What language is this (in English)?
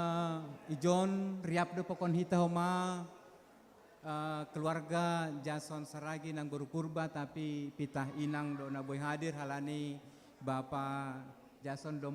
Batak Simalungun